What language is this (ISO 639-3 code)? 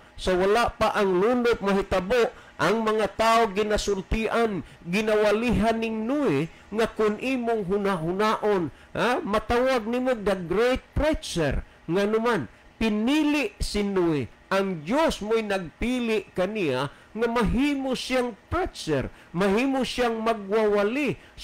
ceb